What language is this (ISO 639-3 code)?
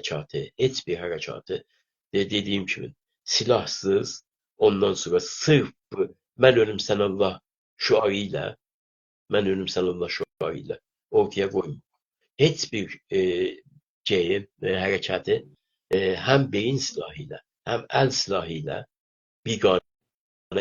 azb